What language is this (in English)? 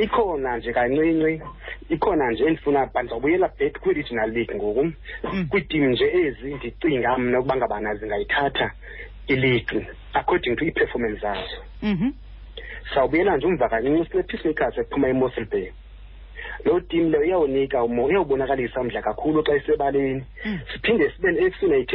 Xhosa